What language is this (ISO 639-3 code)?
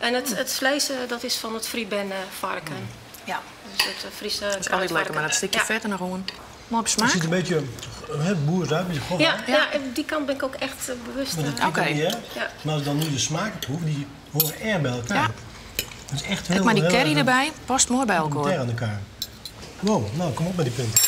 fry